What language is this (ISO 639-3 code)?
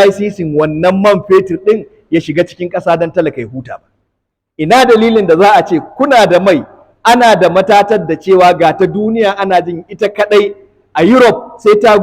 hau